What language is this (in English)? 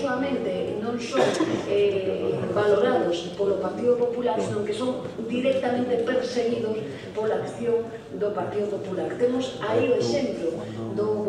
Galician